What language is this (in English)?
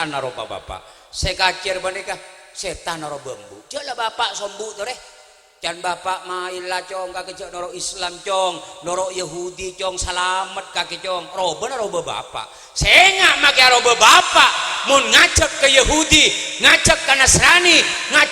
Madurese